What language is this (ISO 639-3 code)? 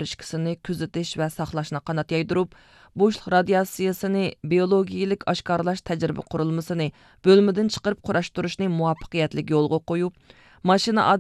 uig